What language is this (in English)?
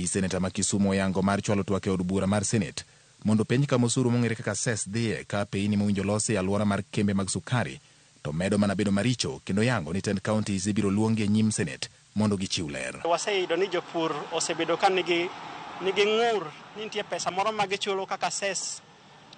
Luo (Kenya and Tanzania)